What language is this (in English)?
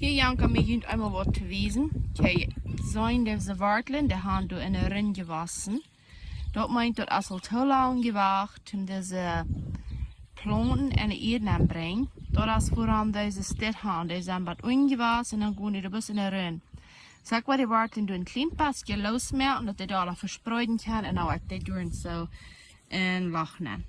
Plautdietsch